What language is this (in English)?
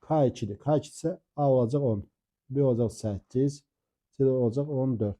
Azerbaijani